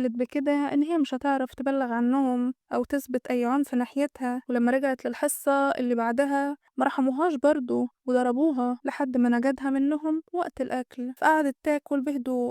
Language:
Egyptian Arabic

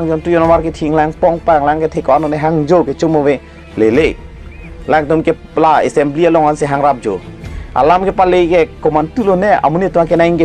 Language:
Karbi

